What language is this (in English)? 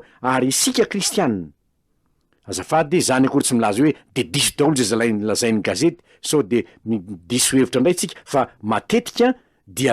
Malagasy